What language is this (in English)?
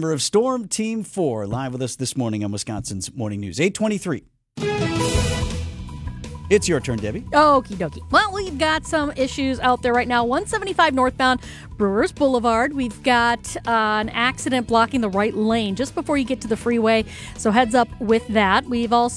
English